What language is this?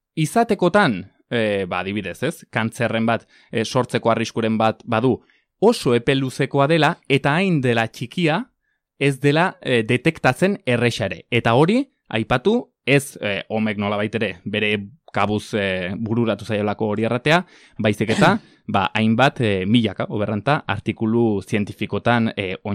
Basque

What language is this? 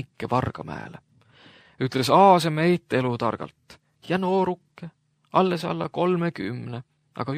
Estonian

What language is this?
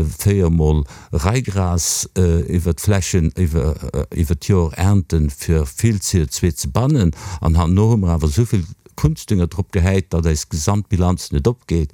Luxembourgish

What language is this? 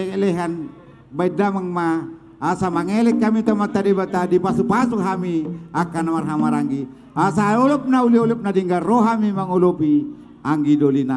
Batak Toba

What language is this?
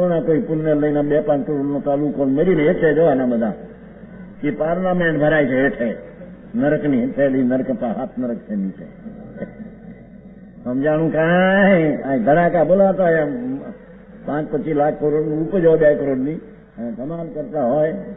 Gujarati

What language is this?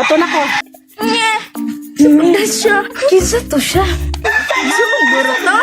Cebuano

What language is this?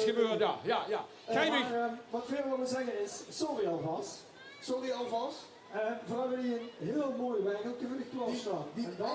Limburgish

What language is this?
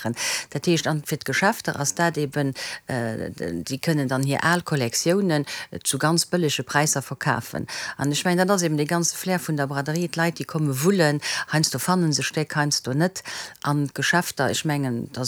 Luxembourgish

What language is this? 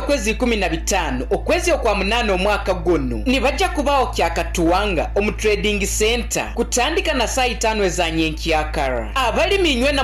Nyoro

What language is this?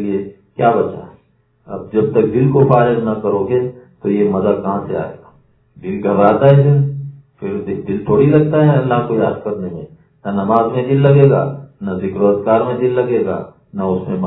Urdu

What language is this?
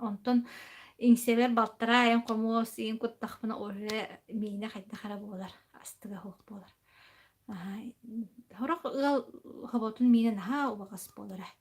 Yakut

